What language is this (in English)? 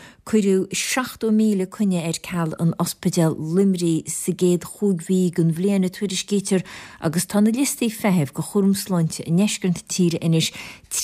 Irish